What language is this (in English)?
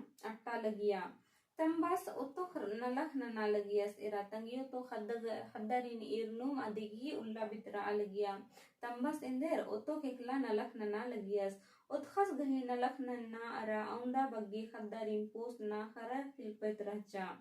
Kurukh